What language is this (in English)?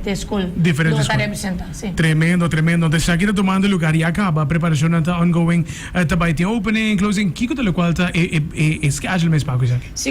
Papiamento